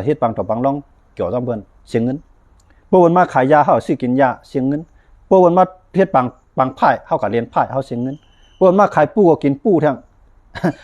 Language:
Shan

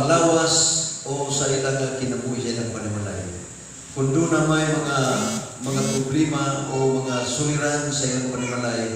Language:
Cebuano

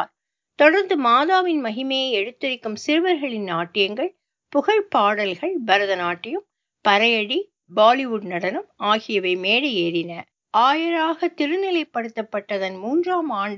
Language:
Tamil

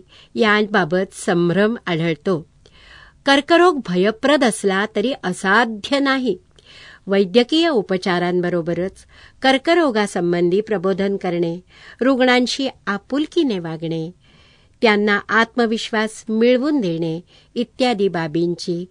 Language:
Marathi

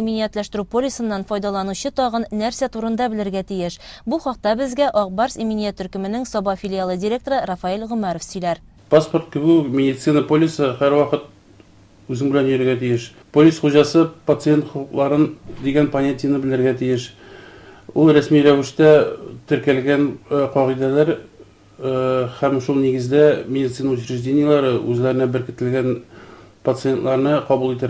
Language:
Tatar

